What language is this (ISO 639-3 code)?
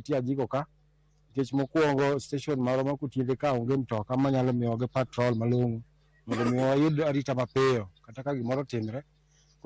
luo